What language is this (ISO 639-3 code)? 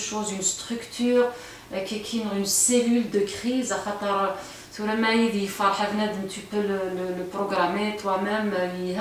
kab